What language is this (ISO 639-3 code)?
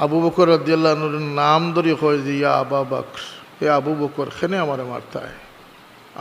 syl